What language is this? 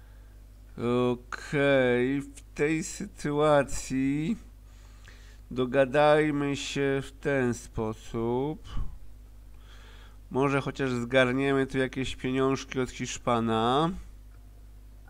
Polish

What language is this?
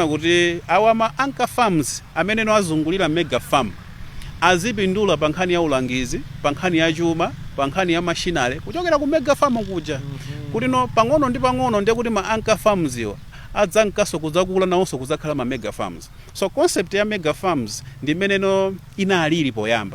Nyanja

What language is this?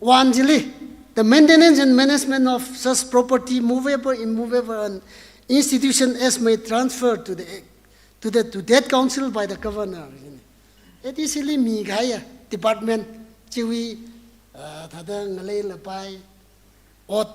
Tangkhul Naga (India)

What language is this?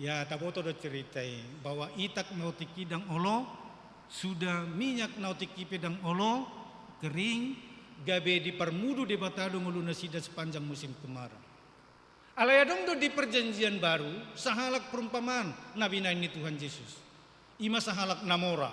Batak Toba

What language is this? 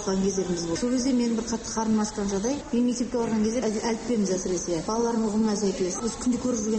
Kazakh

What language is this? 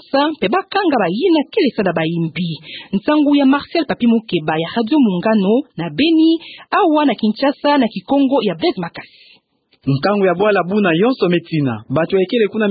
Kituba (Democratic Republic of Congo)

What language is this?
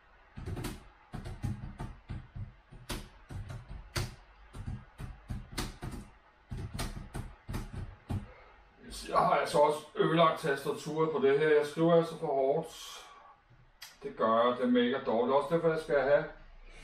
Danish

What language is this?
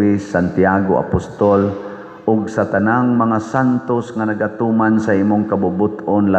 Cebuano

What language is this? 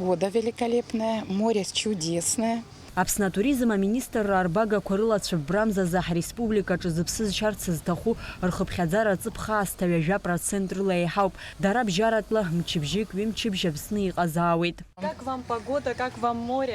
Abkhazian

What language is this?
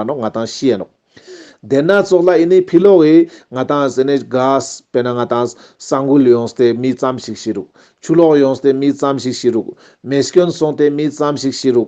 Ladakhi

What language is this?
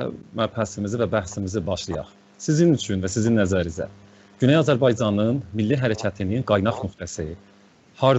South Azerbaijani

